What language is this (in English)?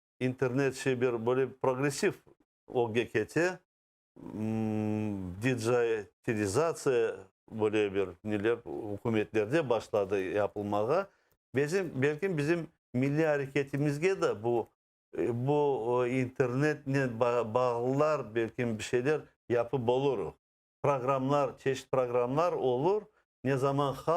Crimean Tatar